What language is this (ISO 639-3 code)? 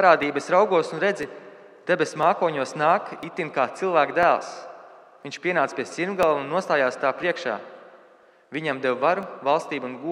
lav